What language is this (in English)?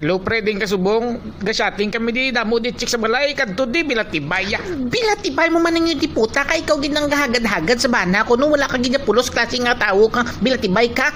Hiligaynon